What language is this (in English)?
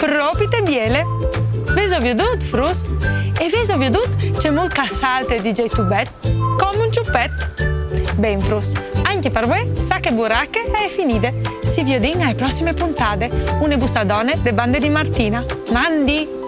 Friulian